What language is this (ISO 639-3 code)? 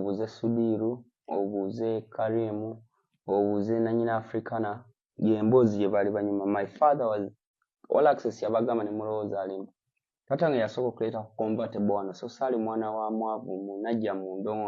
lug